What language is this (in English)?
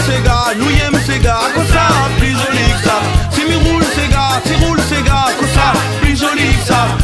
Réunion Creole French